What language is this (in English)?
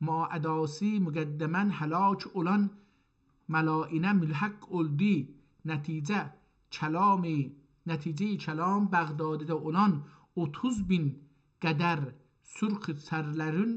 South Azerbaijani